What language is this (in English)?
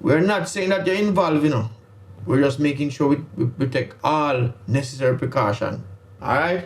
Jamaican Creole English